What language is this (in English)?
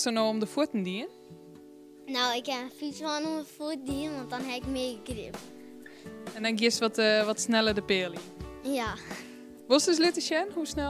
Western Frisian